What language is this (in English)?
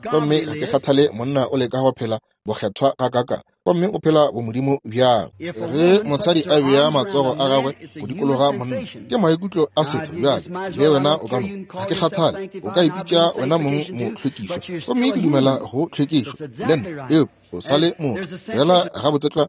Northern Sotho